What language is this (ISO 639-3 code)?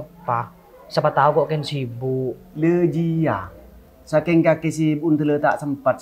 mad